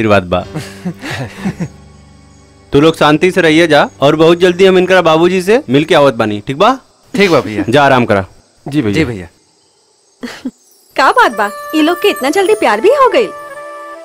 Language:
Bhojpuri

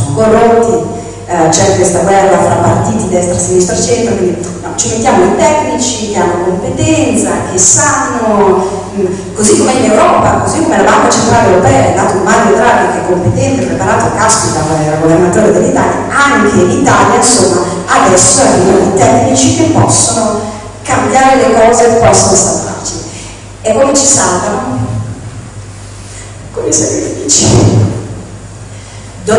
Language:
Italian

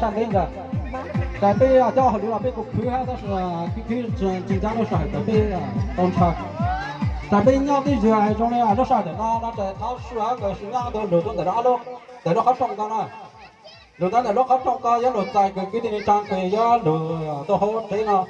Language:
Hmong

